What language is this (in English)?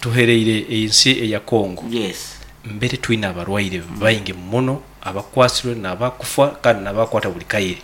Nyoro